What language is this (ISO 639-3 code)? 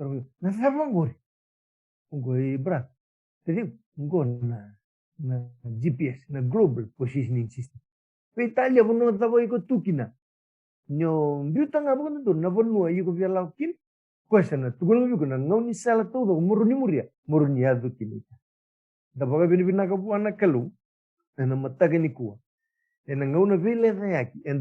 fij